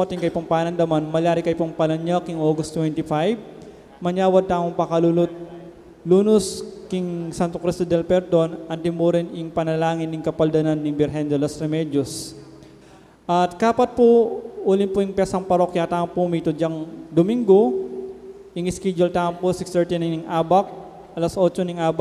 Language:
Pampanga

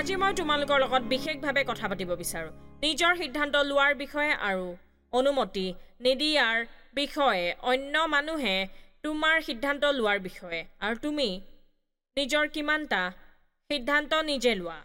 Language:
Assamese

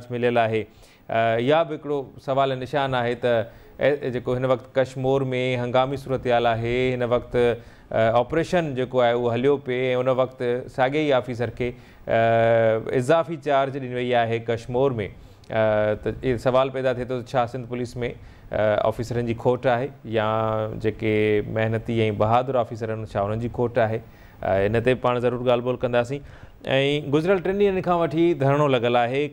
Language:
Sindhi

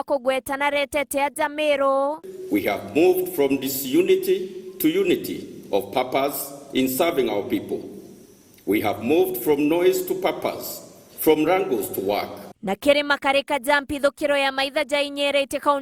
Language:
Meru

